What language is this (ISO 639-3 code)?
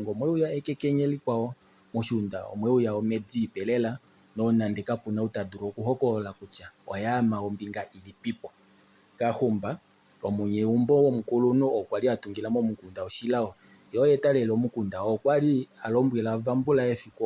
kua